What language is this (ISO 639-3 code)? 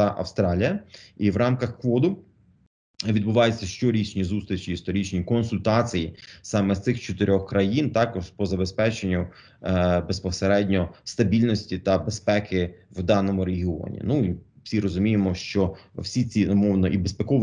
ukr